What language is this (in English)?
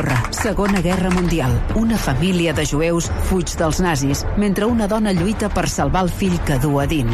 Catalan